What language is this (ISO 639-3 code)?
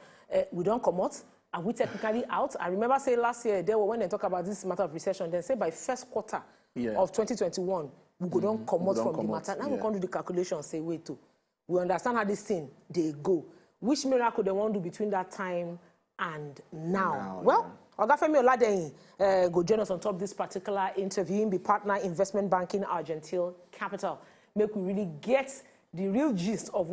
pcm